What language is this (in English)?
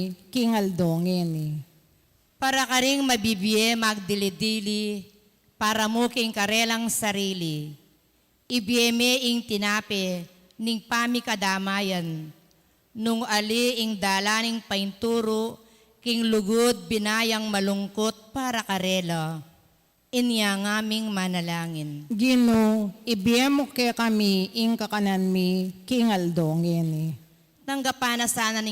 Pampanga